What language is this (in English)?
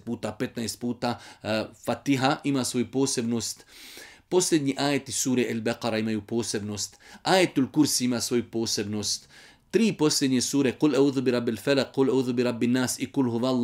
Bosnian